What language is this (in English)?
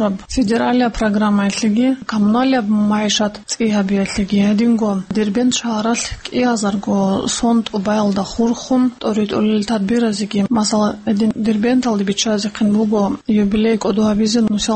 Avaric